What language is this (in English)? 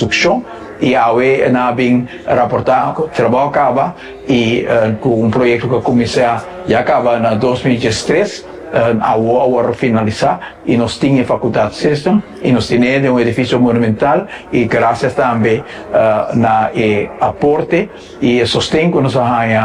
Papiamento